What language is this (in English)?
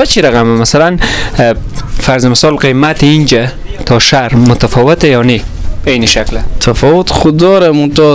Persian